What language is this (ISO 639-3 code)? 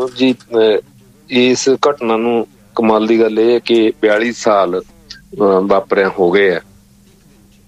pan